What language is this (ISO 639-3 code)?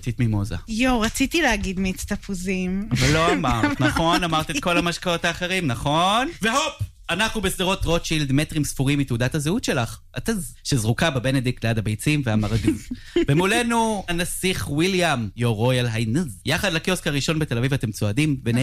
heb